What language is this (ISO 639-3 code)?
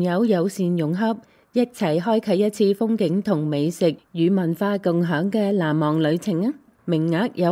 yue